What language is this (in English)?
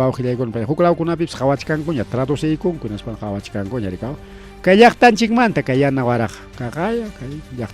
Ayacucho Quechua